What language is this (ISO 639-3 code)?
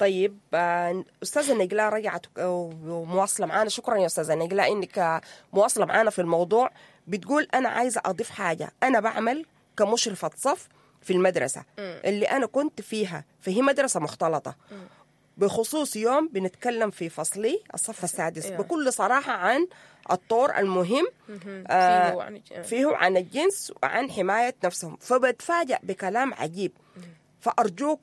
apd